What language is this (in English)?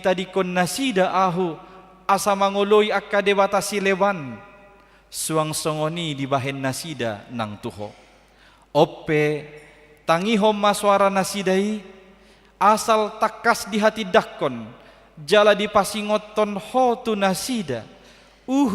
Batak Toba